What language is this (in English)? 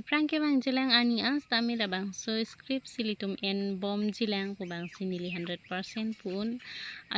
Karbi